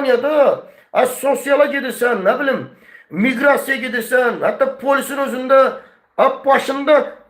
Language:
Azerbaijani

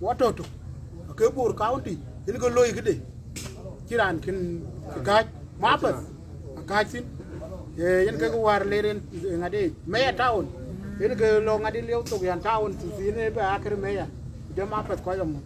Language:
Dinka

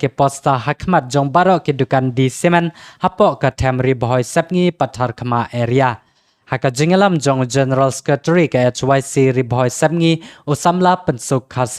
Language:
Khasi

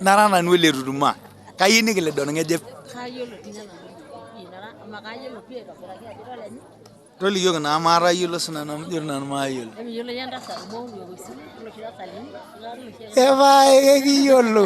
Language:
Masai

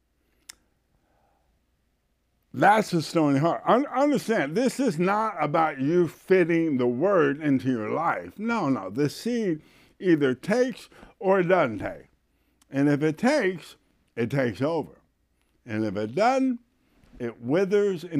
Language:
English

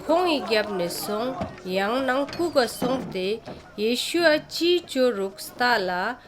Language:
Ladakhi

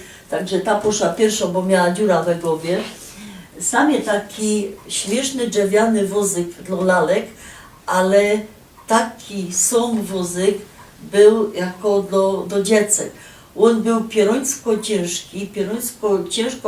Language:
Silesian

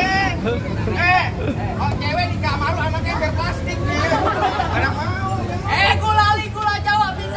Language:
Betawi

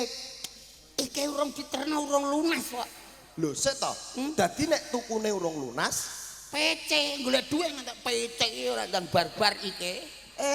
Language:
Javanese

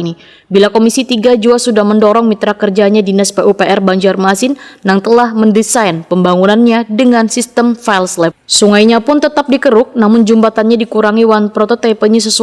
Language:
Banjar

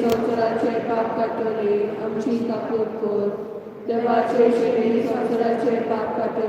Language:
Konkani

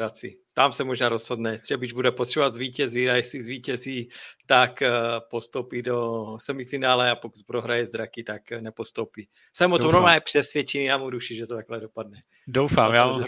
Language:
Czech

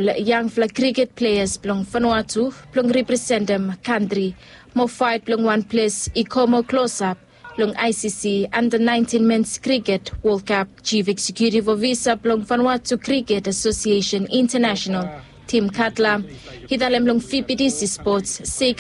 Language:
Bislama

